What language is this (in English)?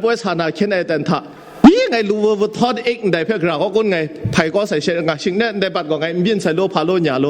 Kachin